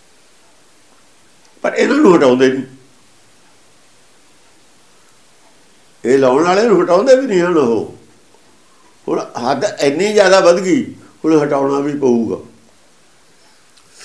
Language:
Punjabi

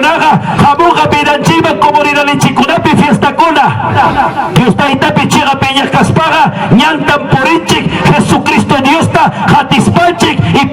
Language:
Ayacucho Quechua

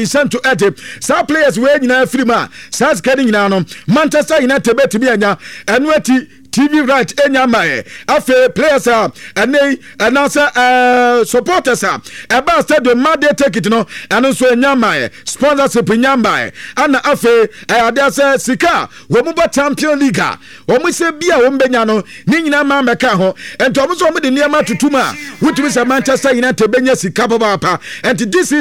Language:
Akan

